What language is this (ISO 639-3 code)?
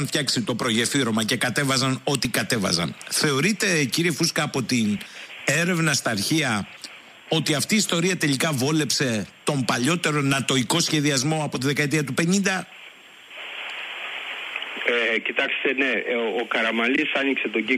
ell